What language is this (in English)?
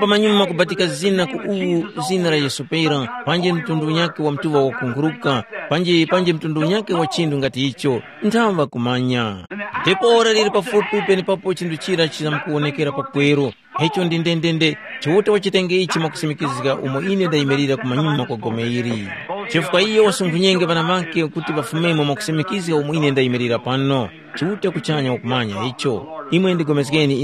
Tumbuka